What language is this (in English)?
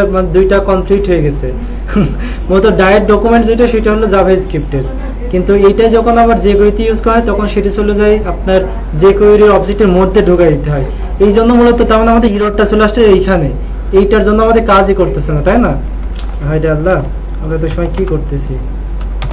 Bangla